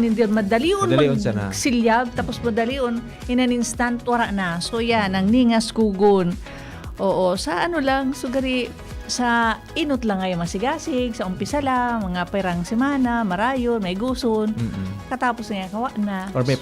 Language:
Bikol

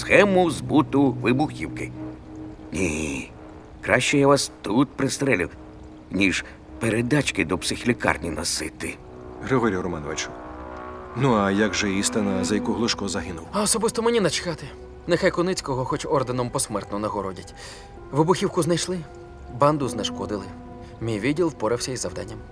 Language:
Ukrainian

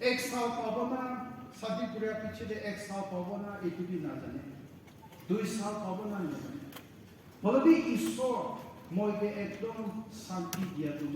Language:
Naga Pidgin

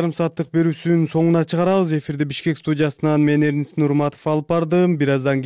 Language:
Kyrgyz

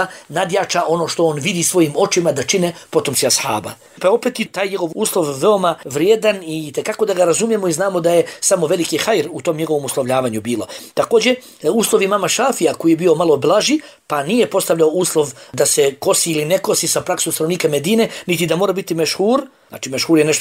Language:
Bosnian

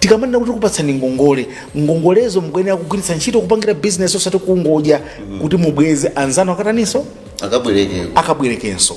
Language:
Nyanja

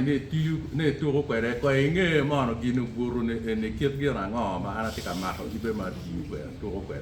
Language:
Acoli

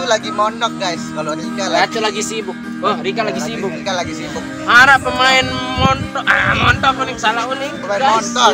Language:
Sasak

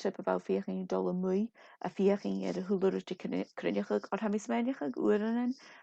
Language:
Scottish Gaelic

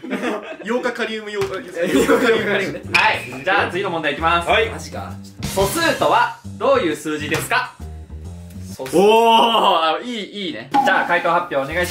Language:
Japanese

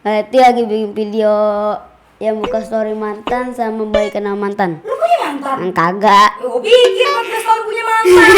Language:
Betawi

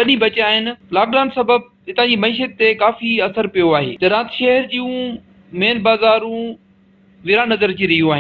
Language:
Sindhi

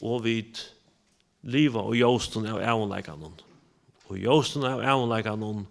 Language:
Faroese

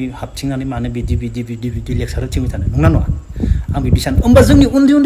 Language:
Bodo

